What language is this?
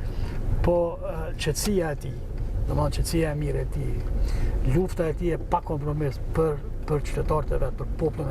Albanian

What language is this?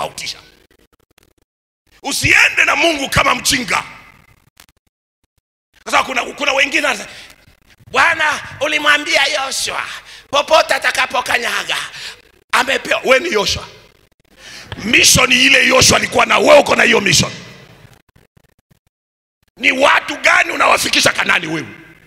Swahili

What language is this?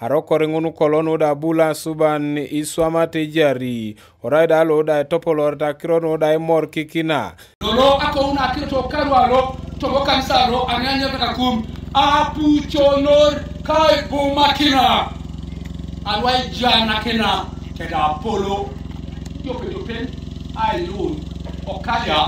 Teso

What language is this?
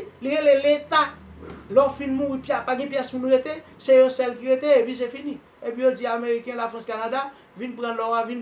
Haitian Creole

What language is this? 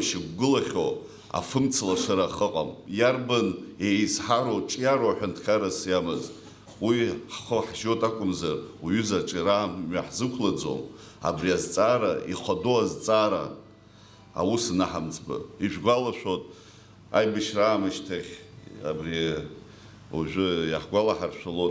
Abkhazian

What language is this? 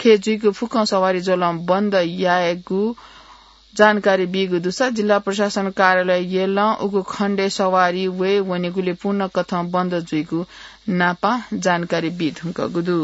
Newari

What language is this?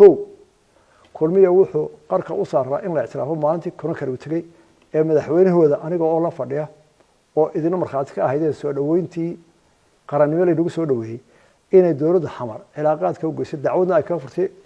Somali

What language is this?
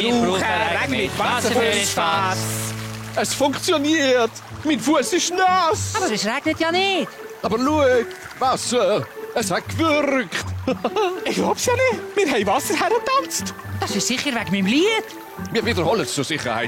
Swiss German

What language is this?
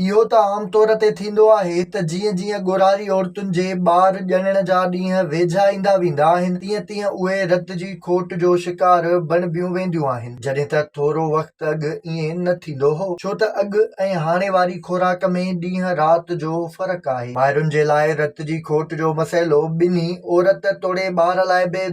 Sindhi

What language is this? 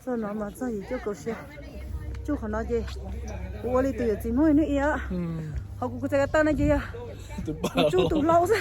Hmong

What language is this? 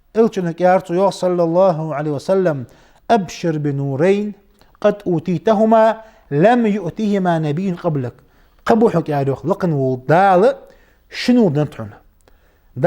Ingush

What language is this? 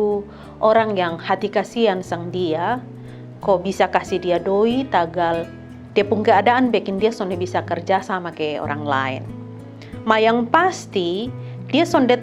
Kupang Malay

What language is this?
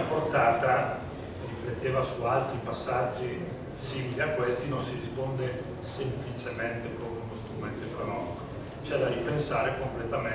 Italian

